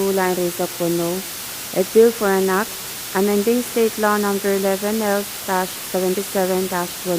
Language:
Pohnpeian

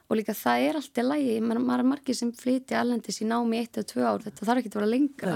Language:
Icelandic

